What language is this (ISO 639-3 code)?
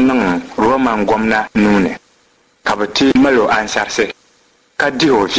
dag